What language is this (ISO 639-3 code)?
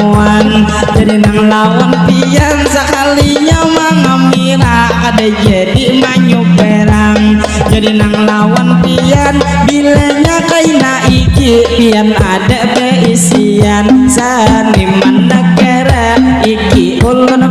bjn